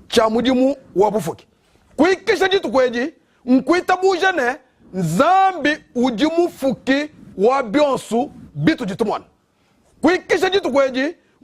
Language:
Luba-Lulua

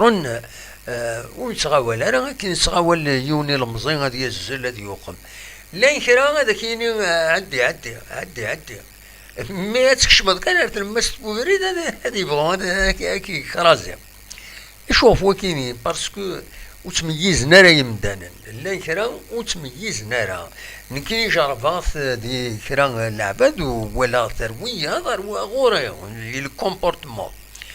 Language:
Kabyle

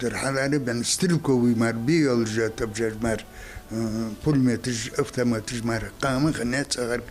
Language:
Ingush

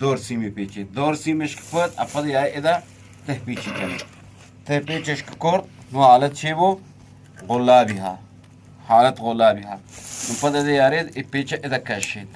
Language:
Eastern Balochi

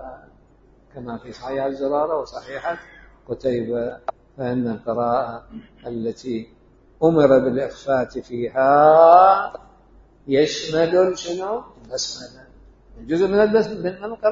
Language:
Mesopotamian Arabic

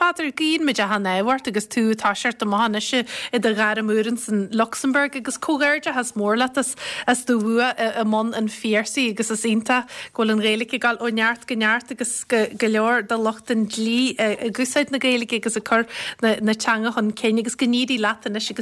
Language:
Irish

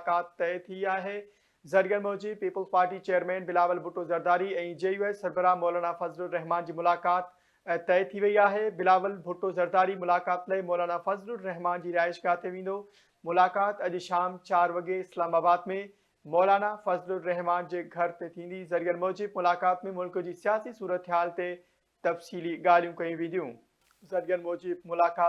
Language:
Sindhi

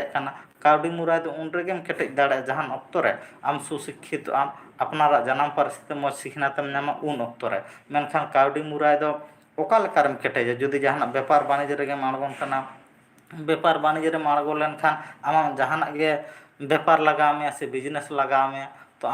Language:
Santali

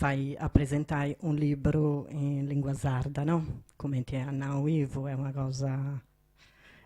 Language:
Sardinian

